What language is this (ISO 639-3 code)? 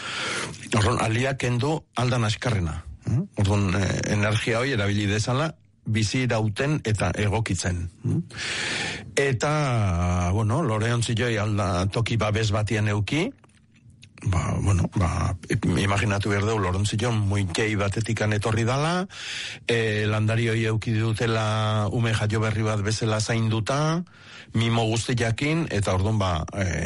eus